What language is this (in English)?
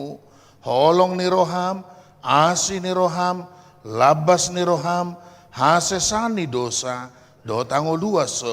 Batak Toba